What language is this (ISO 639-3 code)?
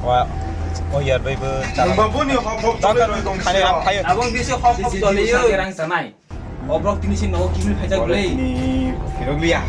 trp